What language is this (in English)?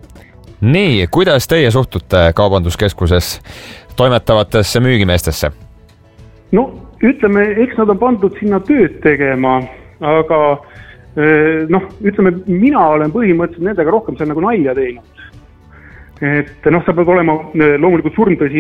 Estonian